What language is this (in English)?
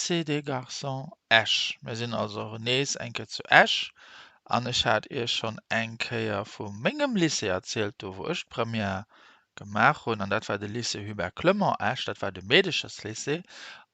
Luxembourgish